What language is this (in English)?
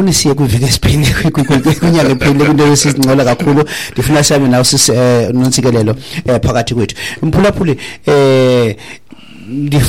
Xhosa